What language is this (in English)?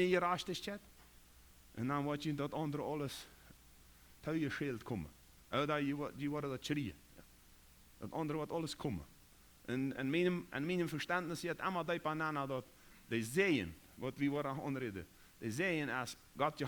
Plautdietsch